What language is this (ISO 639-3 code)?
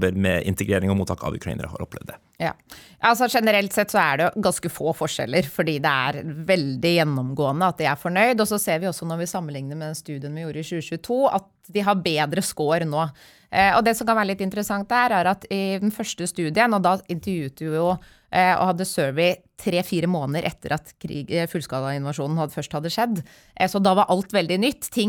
nor